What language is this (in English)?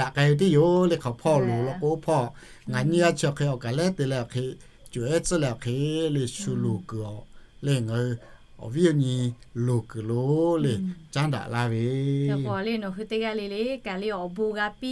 Lahu